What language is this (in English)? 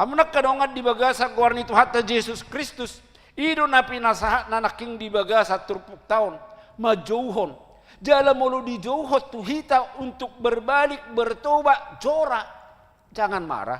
Batak Toba